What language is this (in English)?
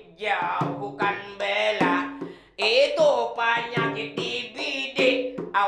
Banjar